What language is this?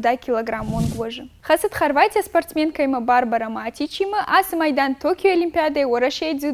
Ossetic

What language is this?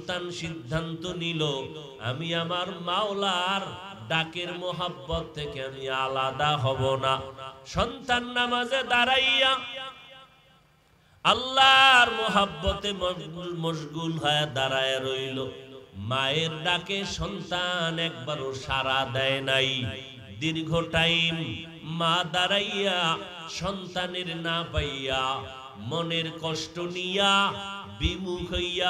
Bangla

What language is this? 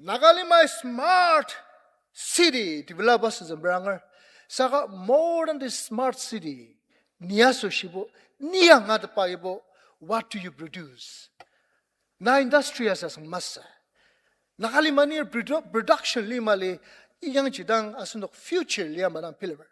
Ao Naga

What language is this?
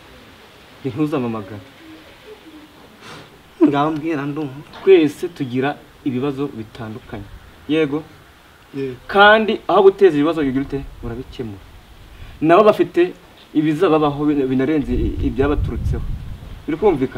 Kinyarwanda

